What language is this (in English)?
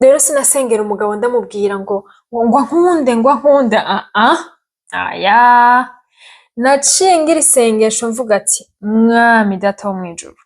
Rundi